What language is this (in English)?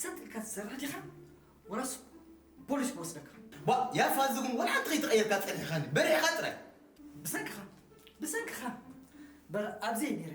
Tigrinya